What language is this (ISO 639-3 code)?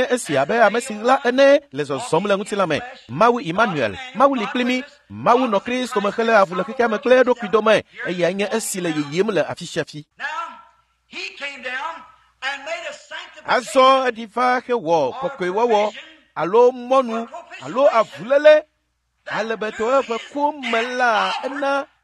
ewe